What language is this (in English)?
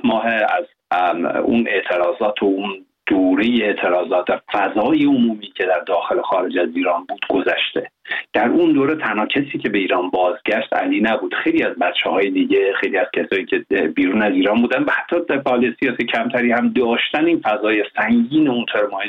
Persian